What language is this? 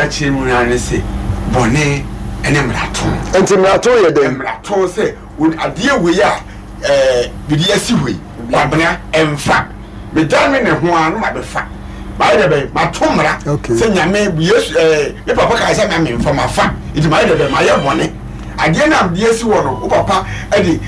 Akan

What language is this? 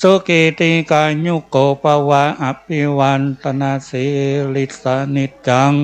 Pali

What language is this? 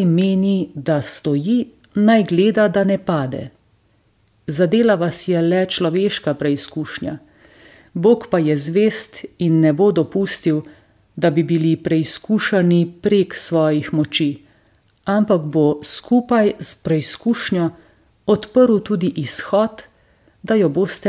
Slovenian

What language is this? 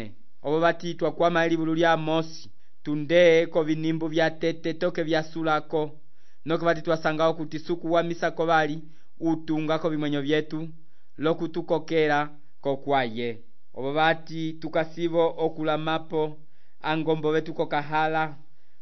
Umbundu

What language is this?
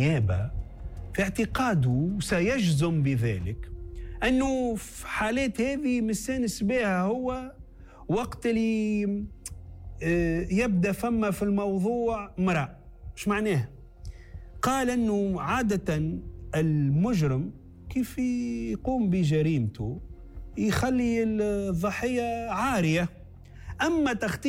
Tunisian Arabic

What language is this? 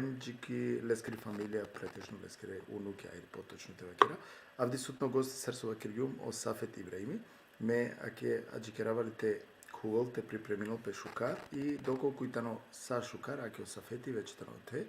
Balkan Romani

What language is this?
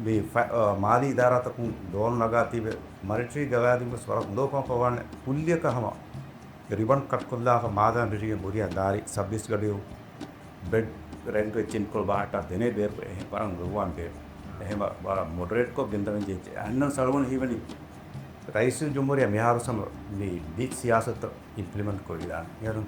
Divehi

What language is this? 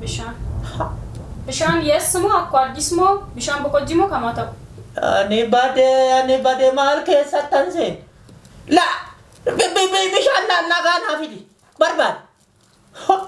Oromo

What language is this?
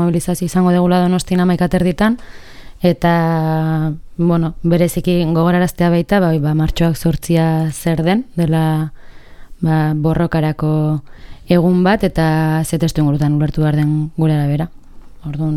Basque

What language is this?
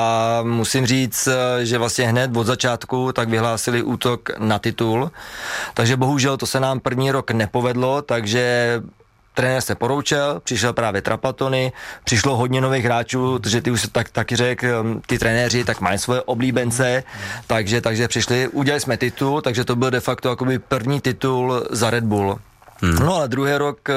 Czech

